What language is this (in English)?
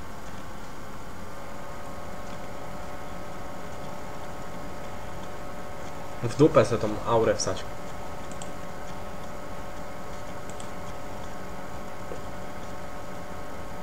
Polish